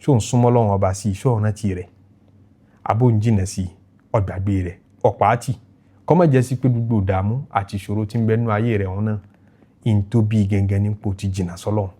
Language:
Yoruba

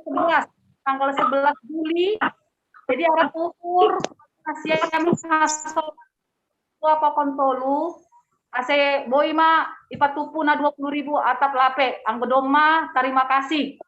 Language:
Batak Simalungun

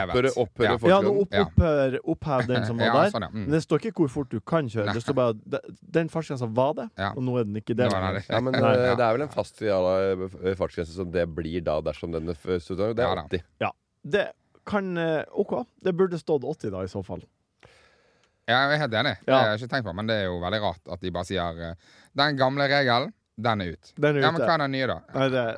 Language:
Norwegian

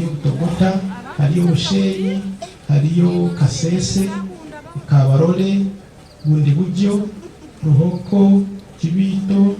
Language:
Nyankole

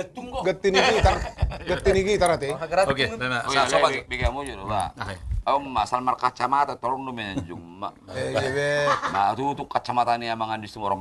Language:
Batak Toba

